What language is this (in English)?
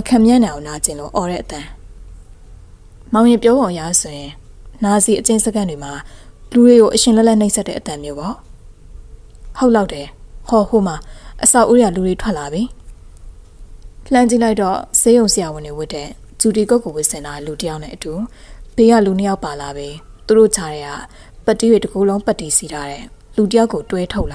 Burmese